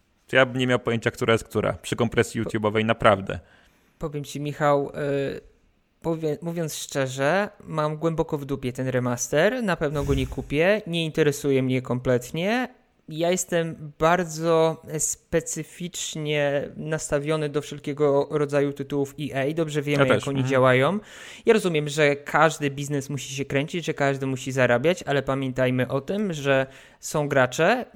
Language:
Polish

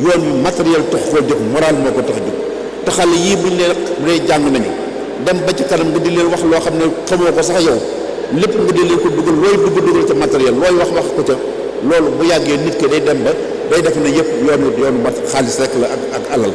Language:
Wolof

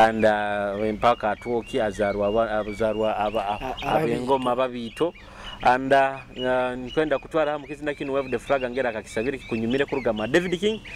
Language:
Nyoro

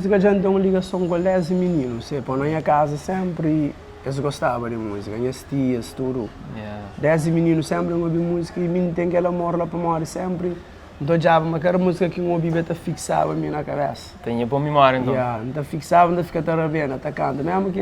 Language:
Kabuverdianu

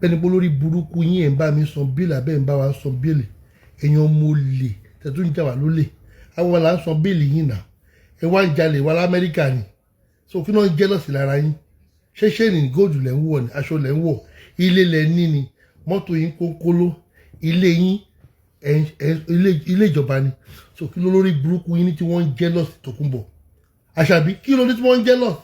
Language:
Yoruba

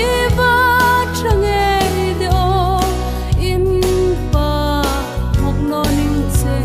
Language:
Hmar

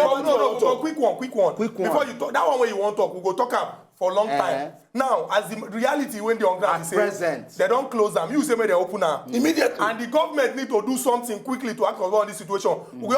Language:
Nigerian Pidgin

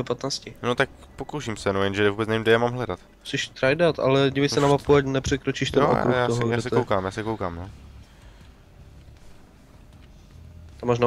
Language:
Czech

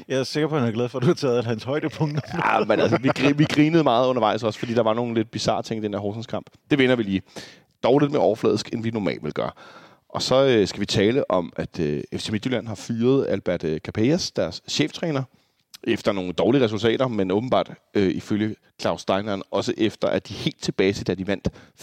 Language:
Danish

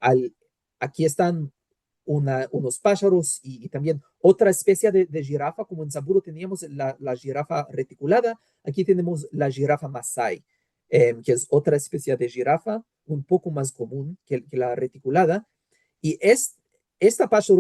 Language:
Ladino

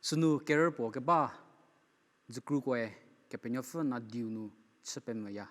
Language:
Angami Naga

